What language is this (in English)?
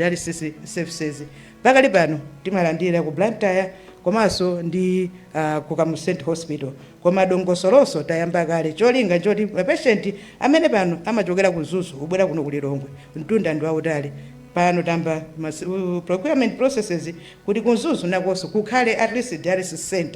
Nyanja